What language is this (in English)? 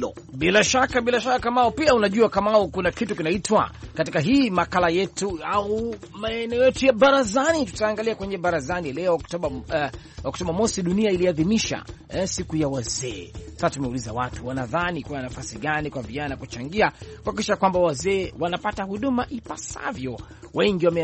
Swahili